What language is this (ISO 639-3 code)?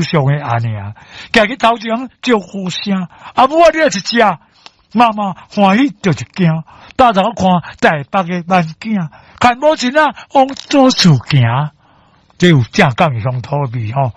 nan